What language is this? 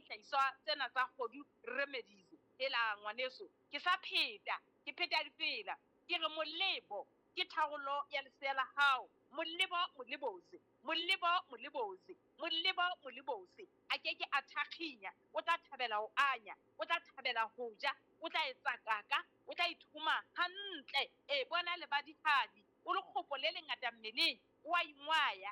Southern Sotho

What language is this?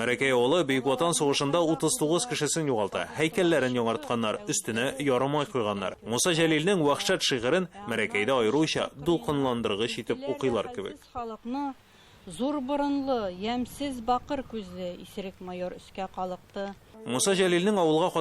Tatar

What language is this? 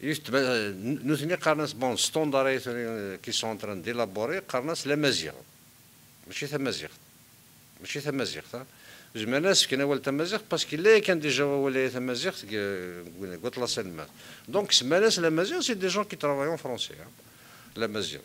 Kabyle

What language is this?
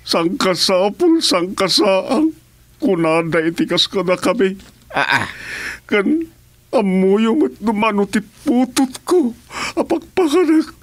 Iloko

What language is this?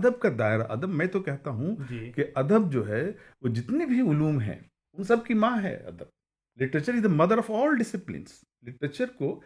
Urdu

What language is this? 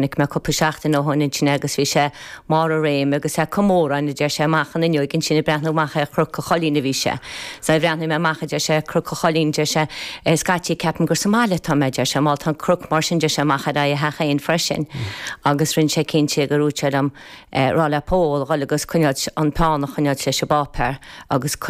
Irish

